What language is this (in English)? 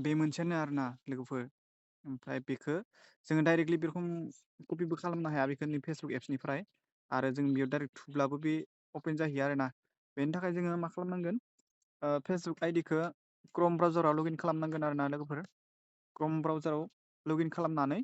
Bodo